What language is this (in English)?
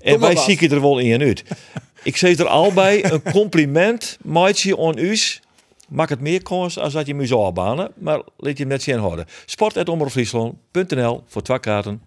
Western Frisian